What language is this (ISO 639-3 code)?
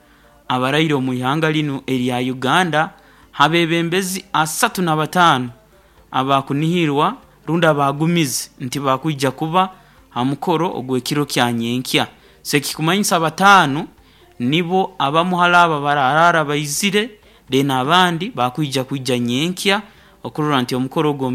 nyo